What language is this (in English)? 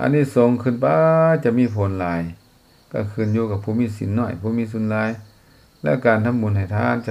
Lao